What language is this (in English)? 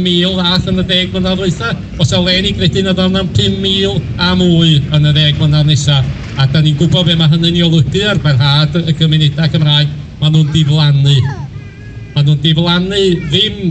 Welsh